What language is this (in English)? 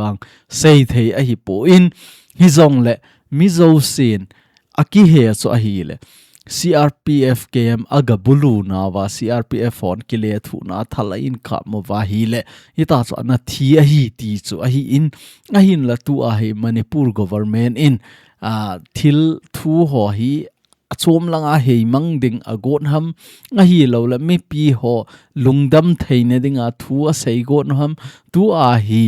Thado Chin